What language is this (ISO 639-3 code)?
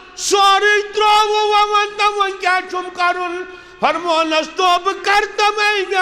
kas